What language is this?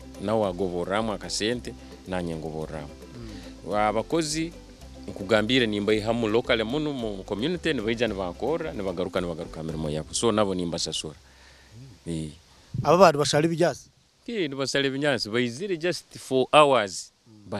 Nyankole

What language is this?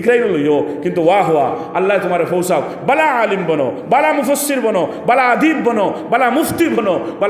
Sylheti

